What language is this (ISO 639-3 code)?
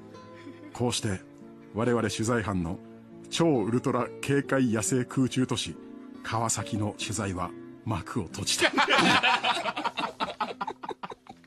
jpn